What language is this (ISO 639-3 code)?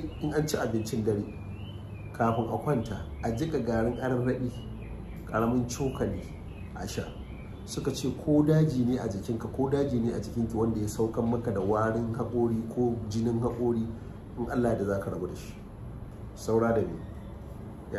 hau